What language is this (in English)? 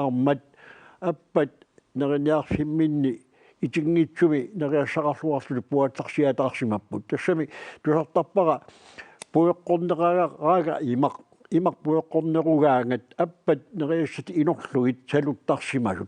Kalaallisut